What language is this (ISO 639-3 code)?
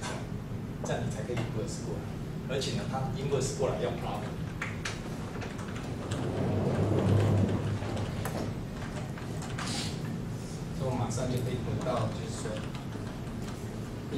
zho